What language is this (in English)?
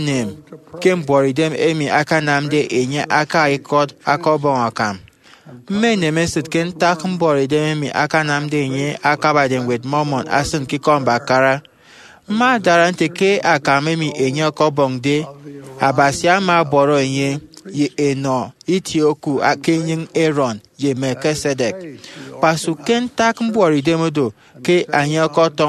Efik